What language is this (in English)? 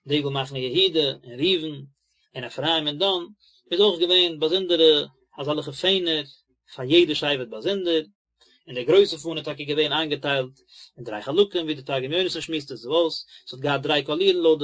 Yiddish